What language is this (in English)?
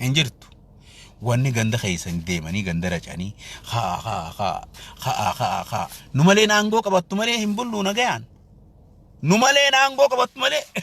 Oromo